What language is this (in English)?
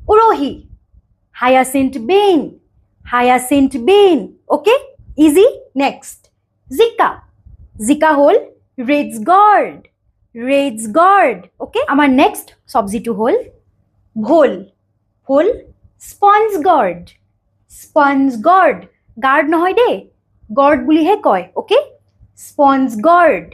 Assamese